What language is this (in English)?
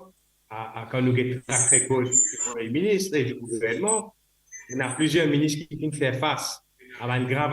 Morisyen